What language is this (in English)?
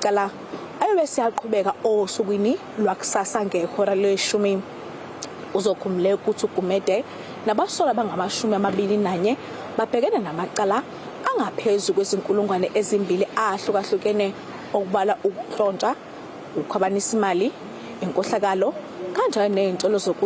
Zulu